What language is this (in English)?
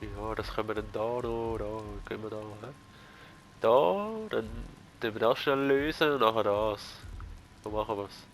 Swiss German